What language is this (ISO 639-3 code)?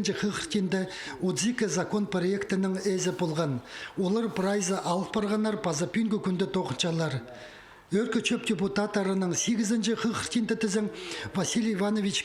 kjh